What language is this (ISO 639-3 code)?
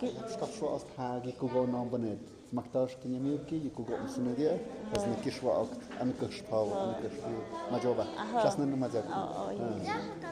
mxp